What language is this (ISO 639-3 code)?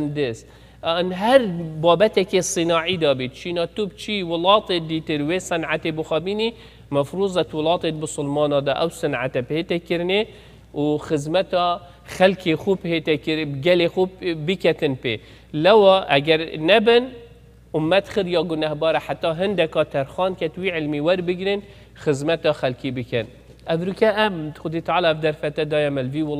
kur